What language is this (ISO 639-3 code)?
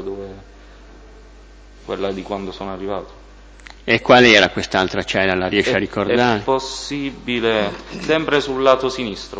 ita